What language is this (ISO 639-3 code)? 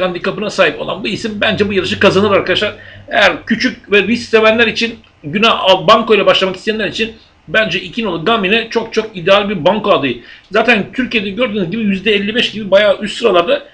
tur